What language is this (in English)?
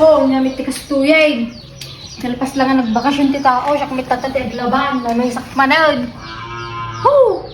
Iloko